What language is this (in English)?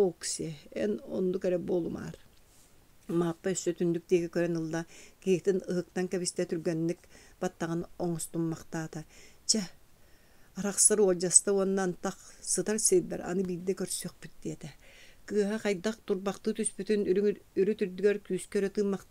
Yakut